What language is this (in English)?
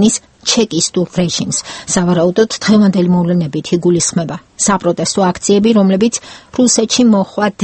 Georgian